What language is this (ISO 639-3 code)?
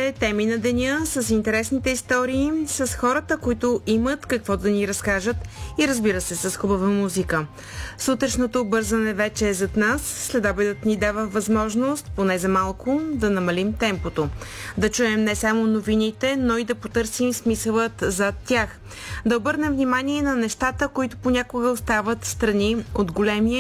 bul